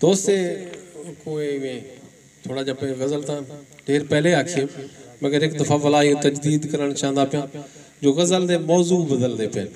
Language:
Saraiki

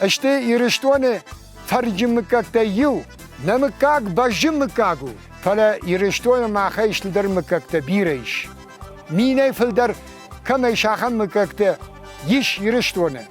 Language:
Ossetic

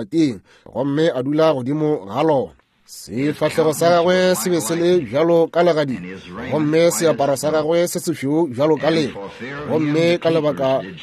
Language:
Northern Sotho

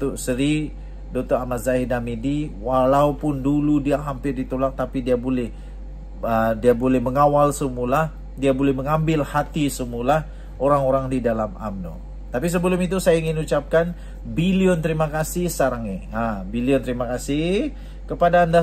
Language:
Malay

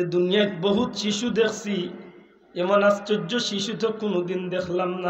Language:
Sylheti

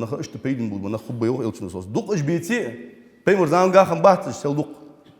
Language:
Ingush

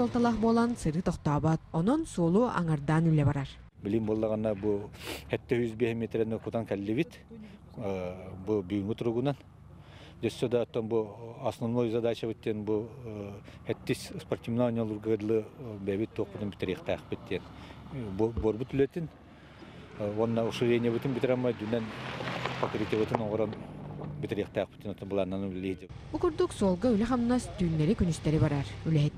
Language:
Yakut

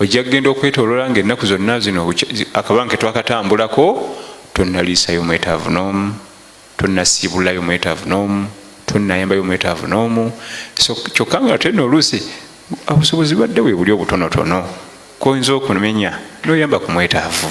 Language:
Ganda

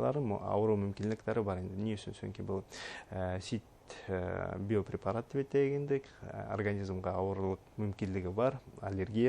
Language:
Bashkir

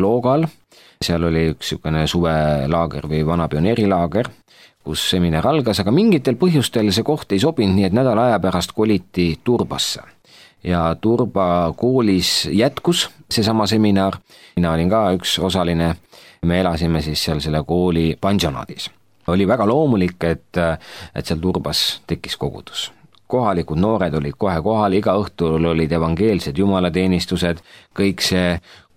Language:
Estonian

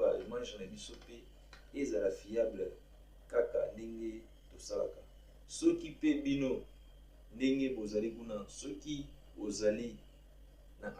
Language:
Lingala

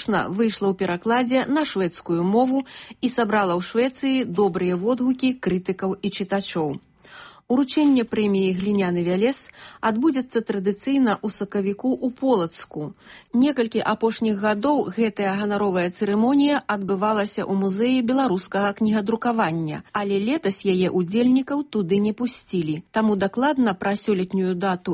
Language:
Belarusian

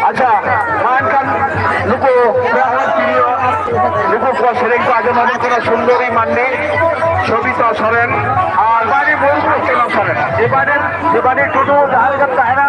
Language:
Santali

